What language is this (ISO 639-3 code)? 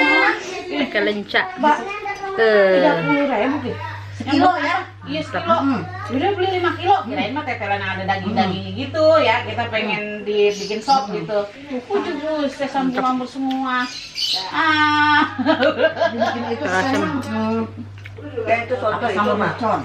bew